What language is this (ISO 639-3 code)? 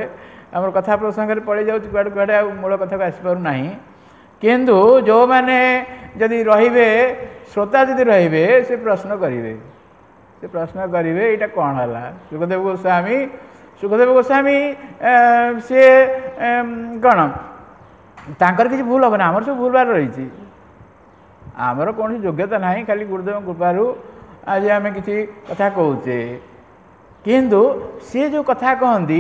ori